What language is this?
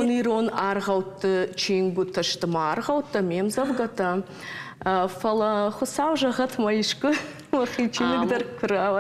Ossetic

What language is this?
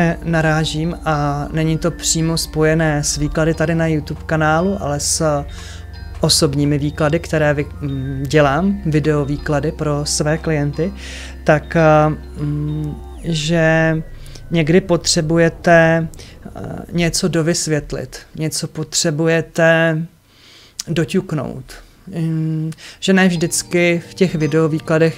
Czech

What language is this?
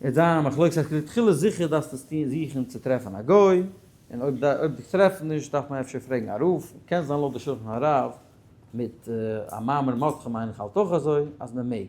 Yiddish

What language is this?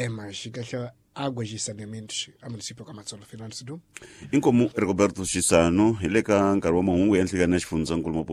Tsonga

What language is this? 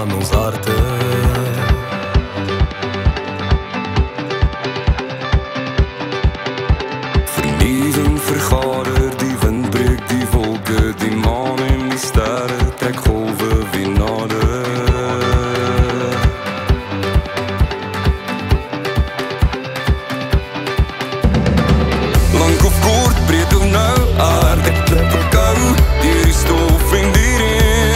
Afrikaans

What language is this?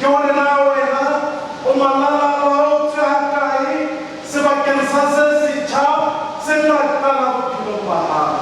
Southern Sotho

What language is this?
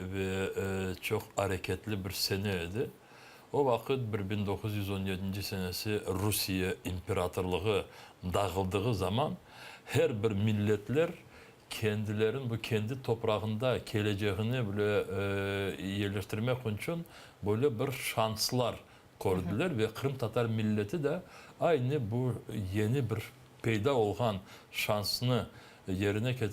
Crimean Tatar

